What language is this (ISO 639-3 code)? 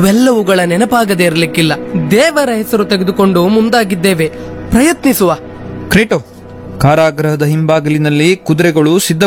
kan